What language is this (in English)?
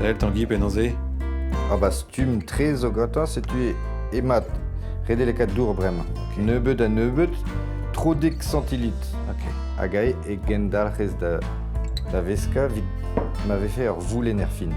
Breton